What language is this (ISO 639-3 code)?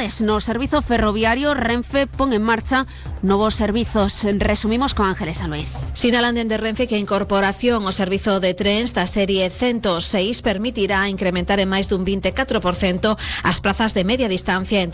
glg